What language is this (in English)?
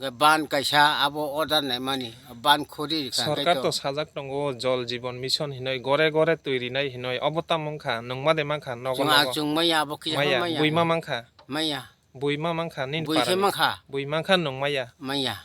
Kok Borok